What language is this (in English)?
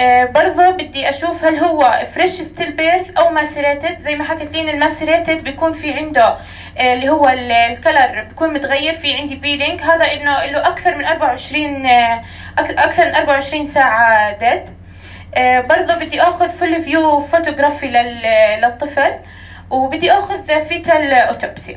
North Levantine Arabic